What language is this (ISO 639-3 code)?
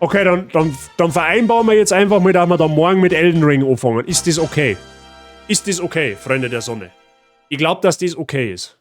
bar